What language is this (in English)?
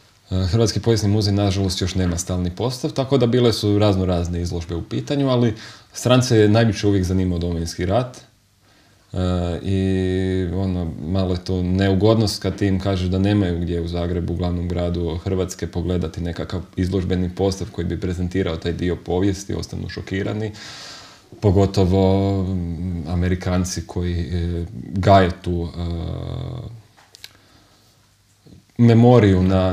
Croatian